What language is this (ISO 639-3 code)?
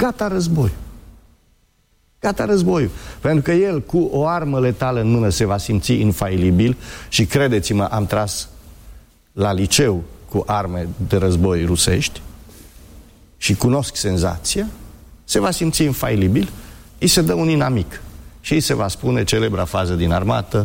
ron